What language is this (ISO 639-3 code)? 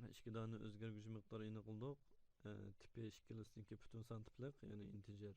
uig